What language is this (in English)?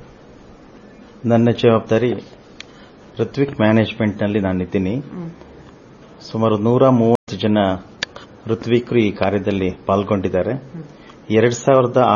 Kannada